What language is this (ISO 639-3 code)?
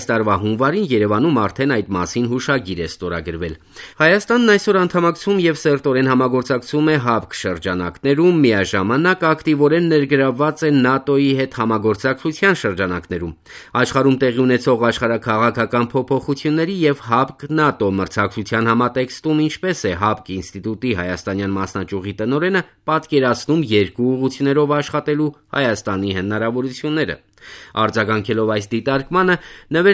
hye